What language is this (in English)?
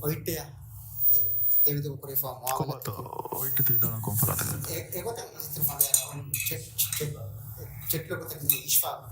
Divehi